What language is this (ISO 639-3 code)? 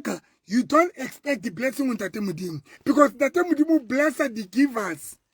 sot